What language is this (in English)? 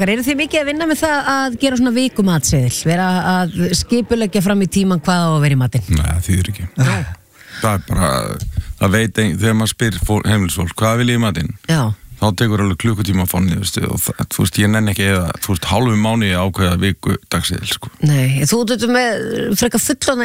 Icelandic